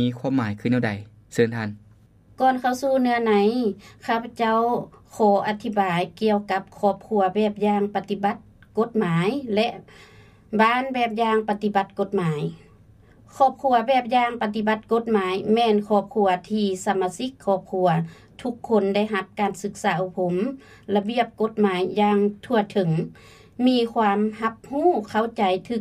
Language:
Lao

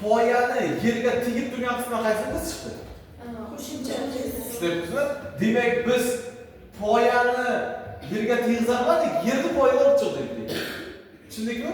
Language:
Uzbek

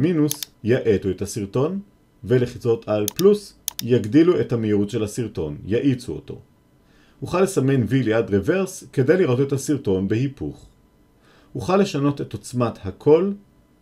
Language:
Hebrew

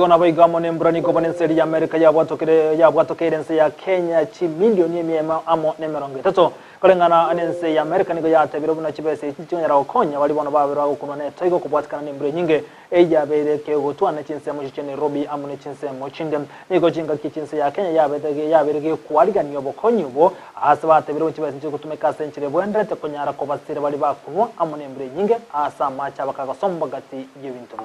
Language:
Gusii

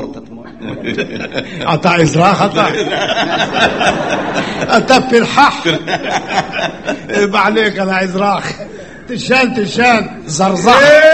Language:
Hebrew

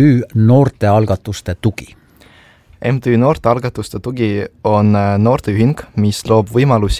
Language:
Estonian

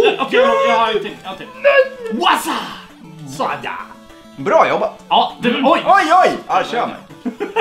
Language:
Swedish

